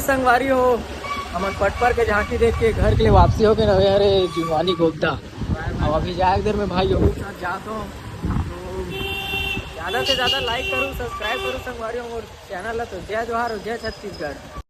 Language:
Chhattisgarhi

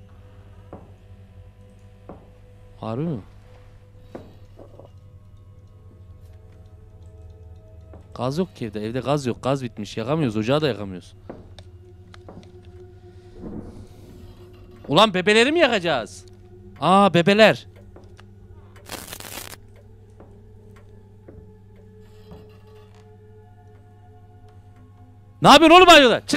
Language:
Turkish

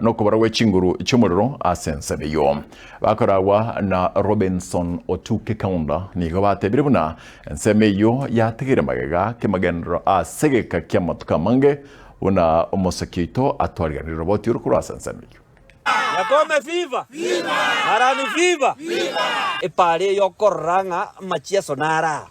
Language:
Gusii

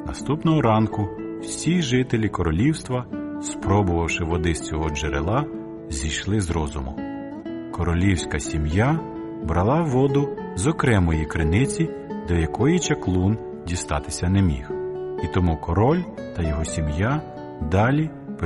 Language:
Ukrainian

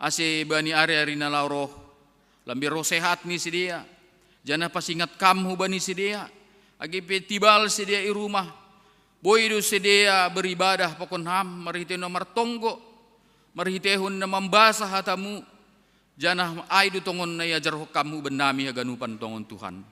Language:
Batak Simalungun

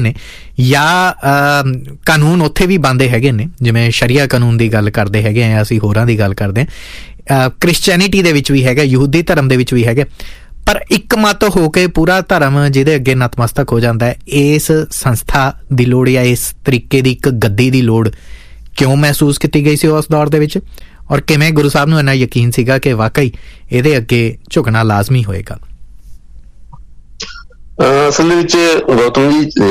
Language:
Punjabi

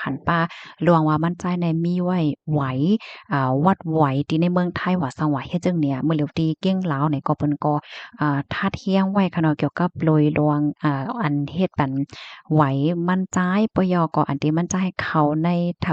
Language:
Shan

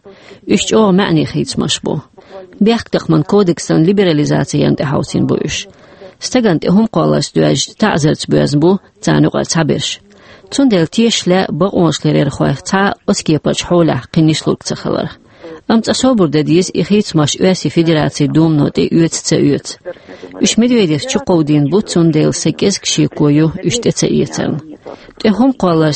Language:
Chechen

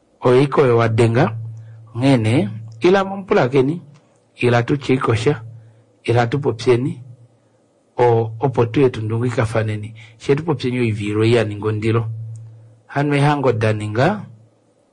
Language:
Kuanyama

